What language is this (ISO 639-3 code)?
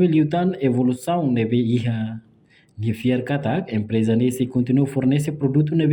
tet